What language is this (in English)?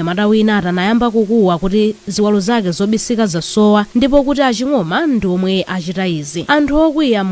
Nyanja